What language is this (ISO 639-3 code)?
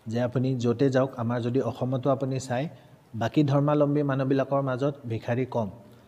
asm